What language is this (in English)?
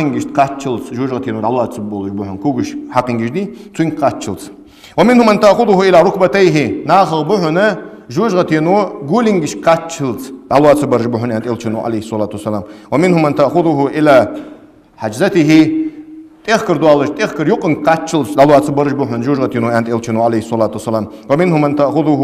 Ingush